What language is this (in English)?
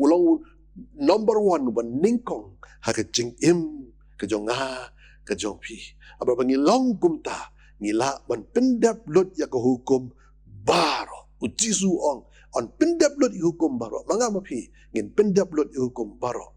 Khasi